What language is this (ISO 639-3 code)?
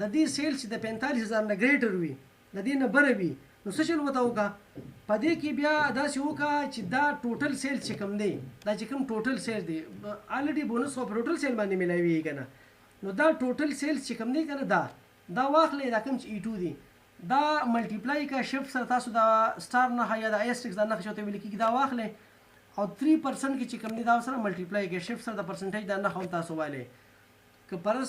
pus